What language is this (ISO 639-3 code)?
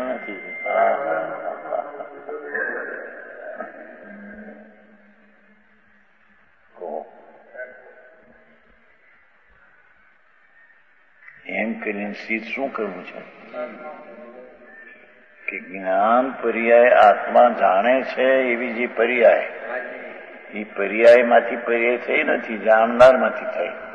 guj